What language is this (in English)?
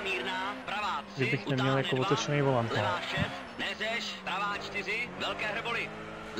Czech